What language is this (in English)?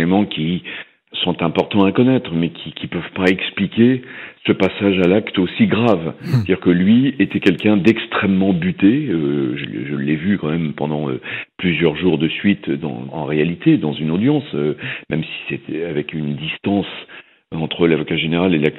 French